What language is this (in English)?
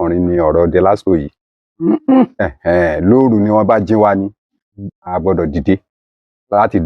Yoruba